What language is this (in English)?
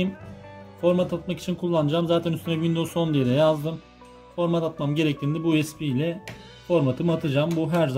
Turkish